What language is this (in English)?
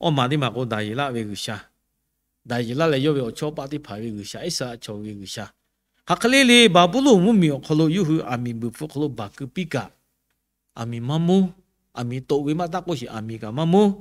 Lahu